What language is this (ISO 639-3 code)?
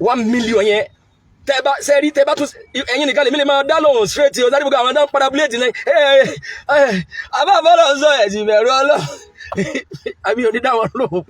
yor